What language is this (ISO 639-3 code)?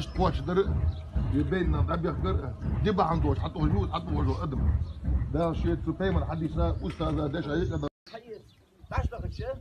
che